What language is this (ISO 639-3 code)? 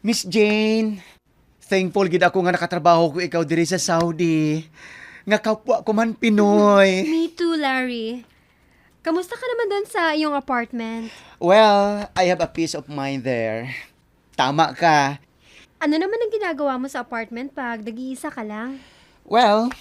hil